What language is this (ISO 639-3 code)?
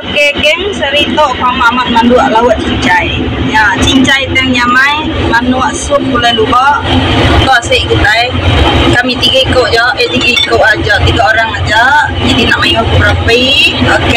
iba